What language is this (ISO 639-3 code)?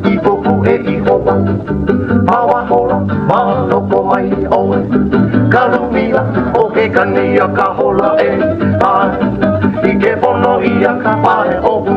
haw